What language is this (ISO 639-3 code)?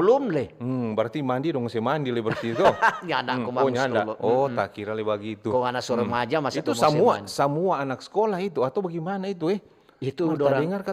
xmm